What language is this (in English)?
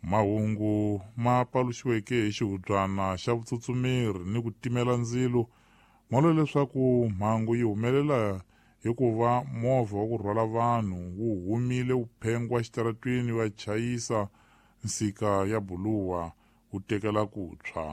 Tsonga